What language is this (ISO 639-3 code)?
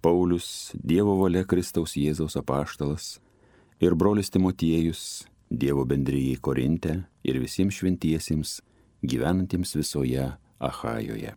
lit